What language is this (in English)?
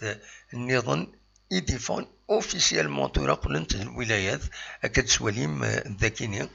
Kabyle